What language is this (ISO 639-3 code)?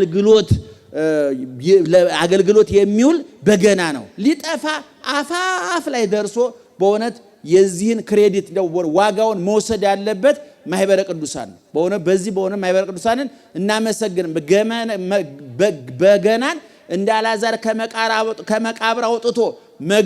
amh